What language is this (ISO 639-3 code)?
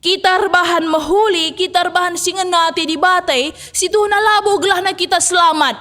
btx